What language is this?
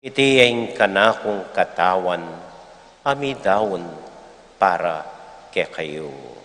Pampanga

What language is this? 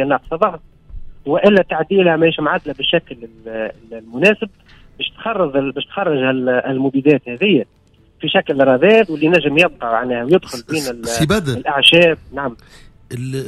Tunisian Arabic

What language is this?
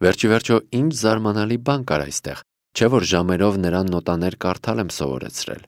Armenian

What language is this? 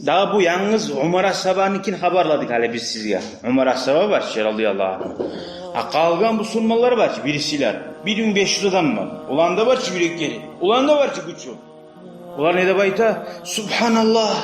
Kumyk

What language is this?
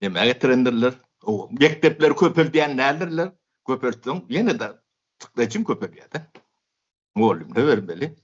Turkmen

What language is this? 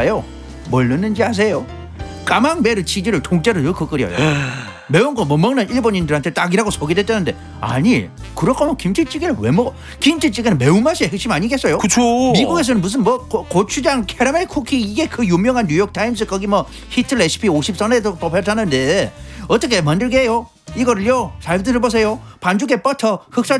Korean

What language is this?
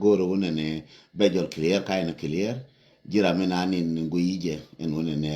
Nuer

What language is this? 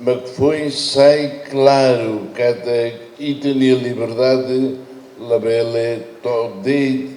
Tetum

